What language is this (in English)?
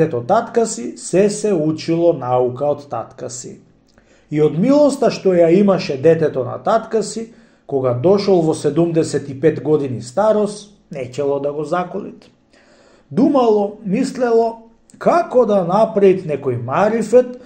Macedonian